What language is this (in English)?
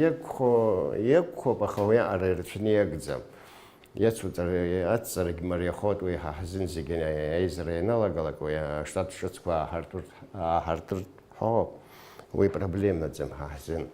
Abkhazian